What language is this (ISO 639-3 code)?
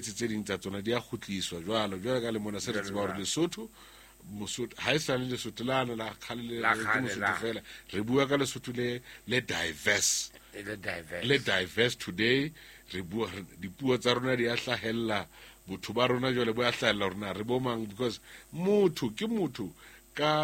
sot